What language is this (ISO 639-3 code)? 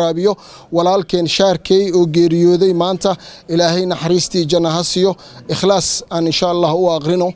som